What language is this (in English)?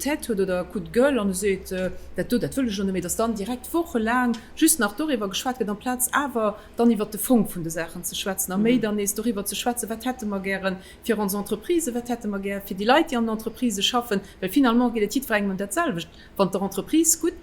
Luxembourgish